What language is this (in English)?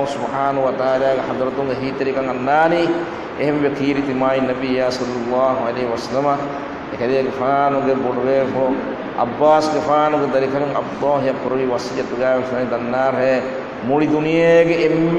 Divehi